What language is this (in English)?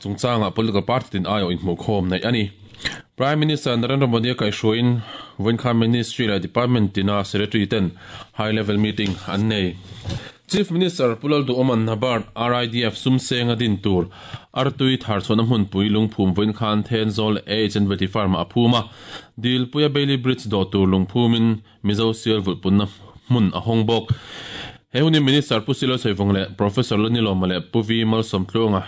Mizo